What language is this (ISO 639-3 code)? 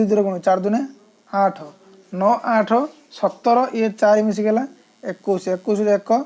ori